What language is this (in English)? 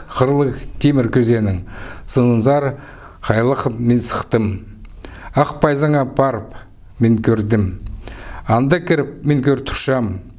Khakas